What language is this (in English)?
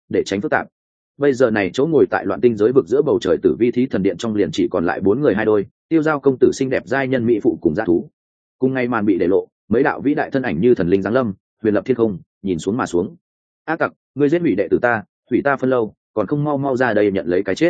Vietnamese